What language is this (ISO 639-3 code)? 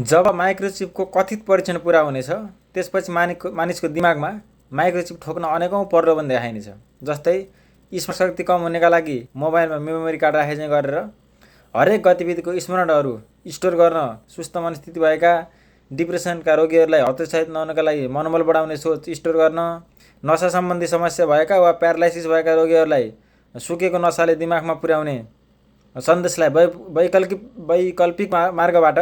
nep